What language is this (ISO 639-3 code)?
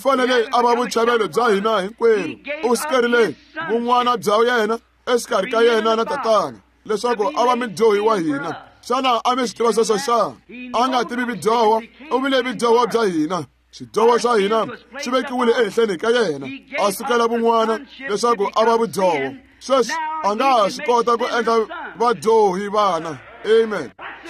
tso